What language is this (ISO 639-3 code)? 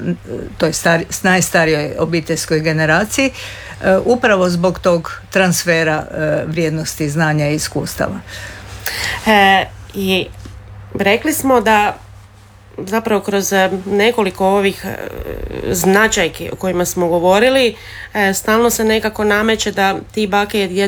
hrv